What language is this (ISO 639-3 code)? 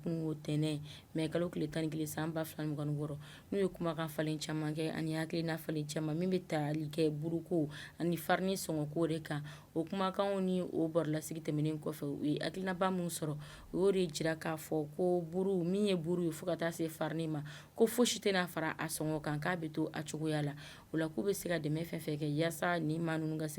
bam